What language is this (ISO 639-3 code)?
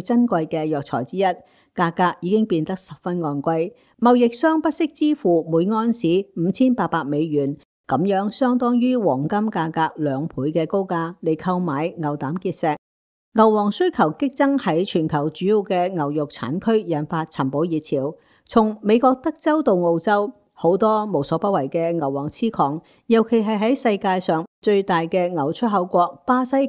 yue